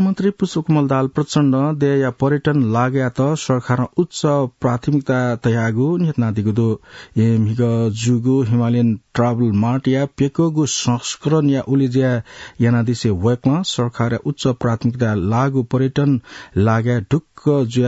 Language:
Newari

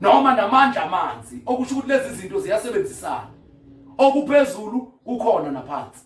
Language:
Zulu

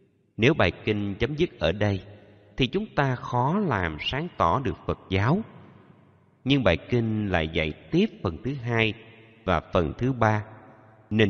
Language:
Vietnamese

